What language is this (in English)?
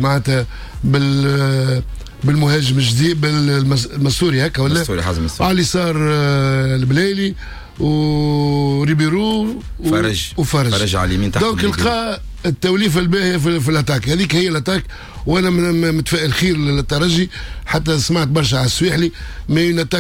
Tunisian Arabic